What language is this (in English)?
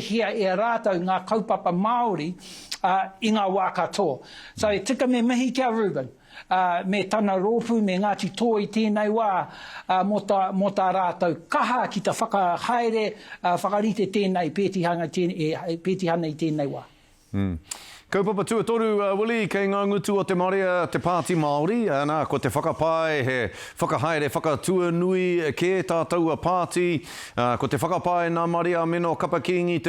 Māori